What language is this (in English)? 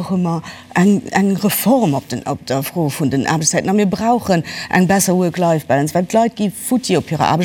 Luxembourgish